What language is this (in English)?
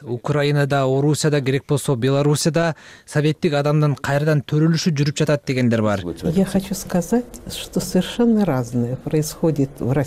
Kyrgyz